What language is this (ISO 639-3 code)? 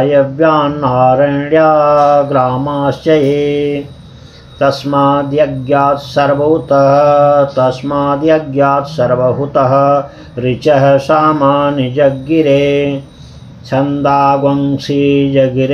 san